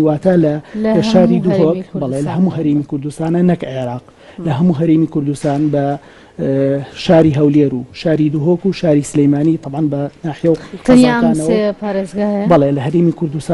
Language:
Central Kurdish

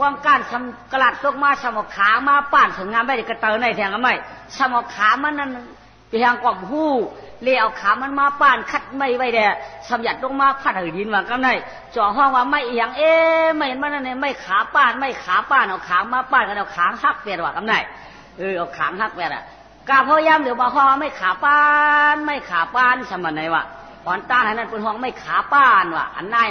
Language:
Shan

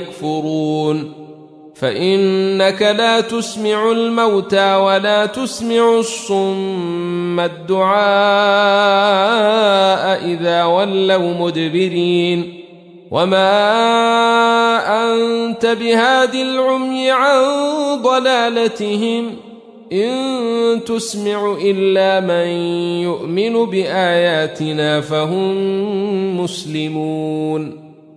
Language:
Arabic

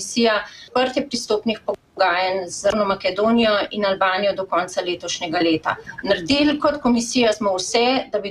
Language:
Slovenian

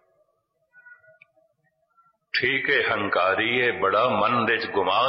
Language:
Punjabi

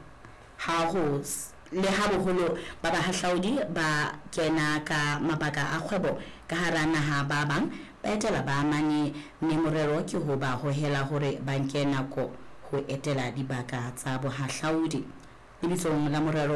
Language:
Southern Sotho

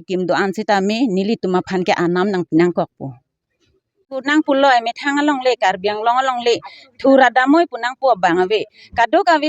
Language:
Karbi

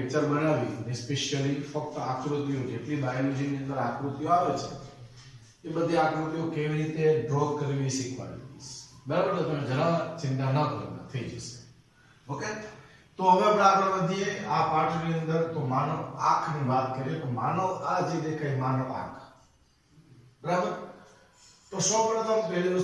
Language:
Gujarati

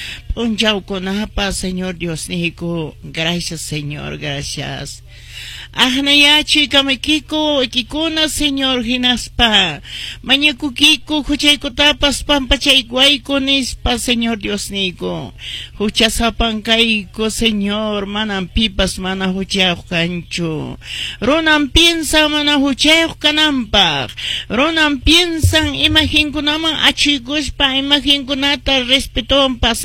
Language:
Quechua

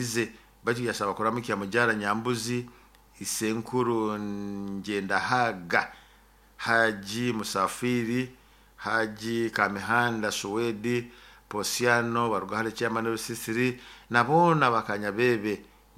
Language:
Nyoro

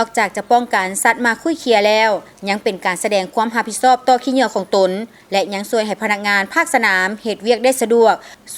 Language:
Lao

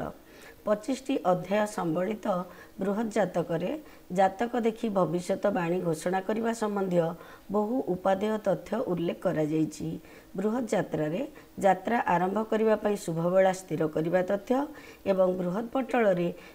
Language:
Odia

